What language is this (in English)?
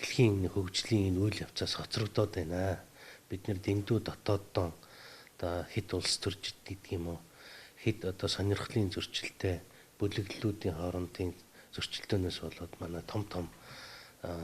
Mongolian